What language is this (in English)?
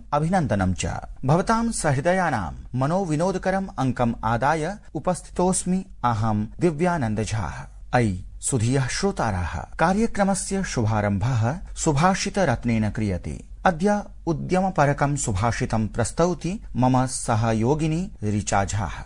Sanskrit